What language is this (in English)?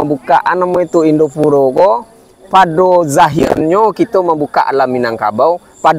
Minangkabau